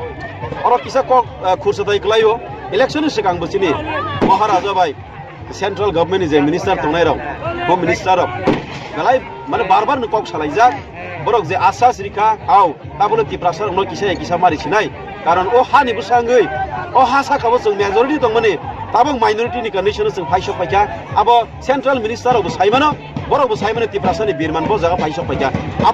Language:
Kok Borok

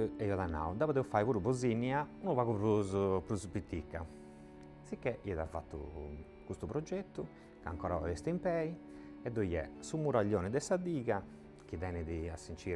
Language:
Sardinian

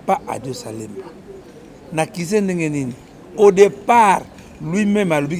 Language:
Lingala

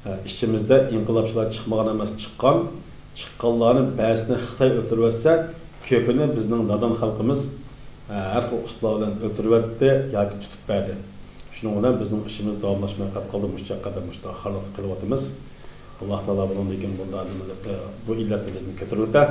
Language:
Uyghur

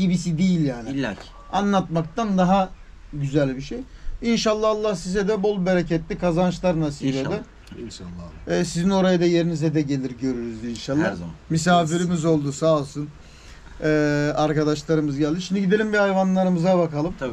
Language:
Turkish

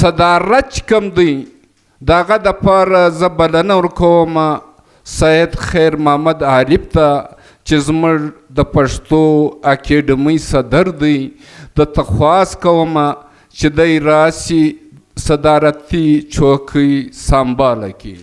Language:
Pashto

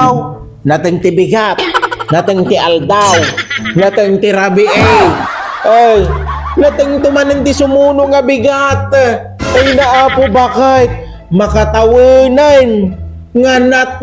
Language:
Iloko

